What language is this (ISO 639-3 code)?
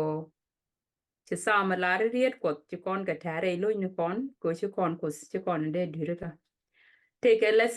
nus